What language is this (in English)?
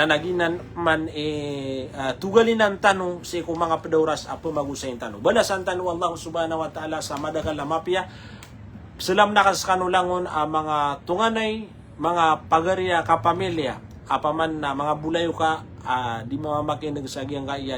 Maranao